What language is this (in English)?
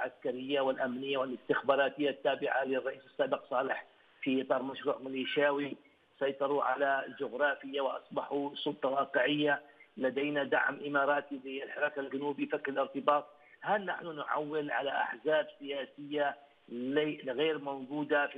Arabic